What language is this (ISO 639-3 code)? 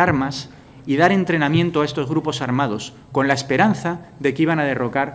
spa